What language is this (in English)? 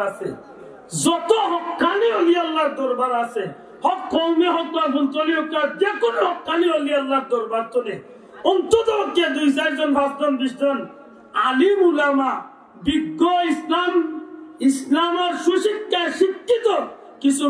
Sylheti